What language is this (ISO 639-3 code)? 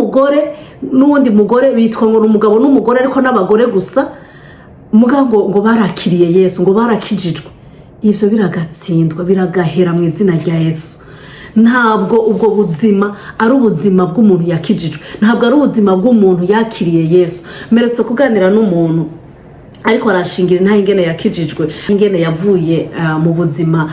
run